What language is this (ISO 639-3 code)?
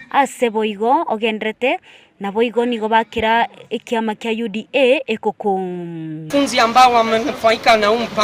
guz